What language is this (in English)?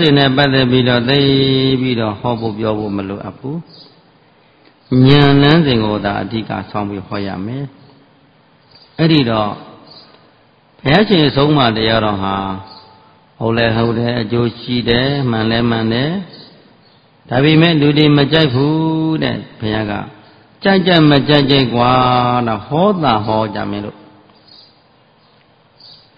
Burmese